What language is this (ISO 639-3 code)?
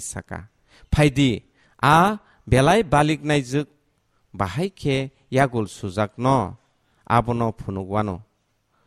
trp